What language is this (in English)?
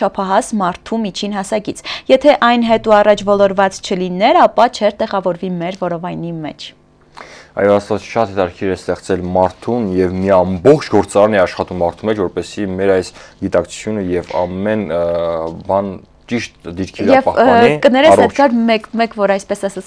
Armenian